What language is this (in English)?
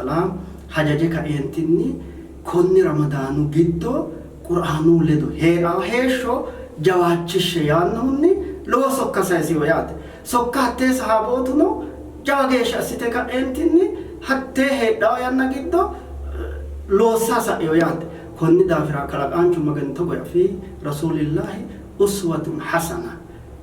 Sidamo